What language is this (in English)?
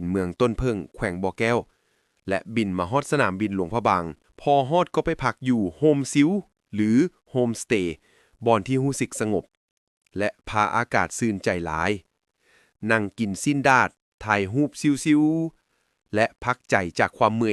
Lao